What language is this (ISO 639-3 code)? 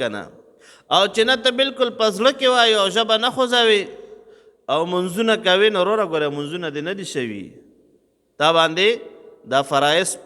pus